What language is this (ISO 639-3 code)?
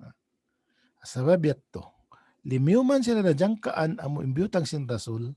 tsg